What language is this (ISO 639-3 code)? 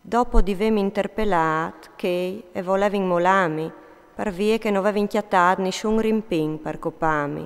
fur